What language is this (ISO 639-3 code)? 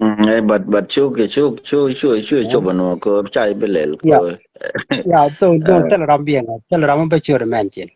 nus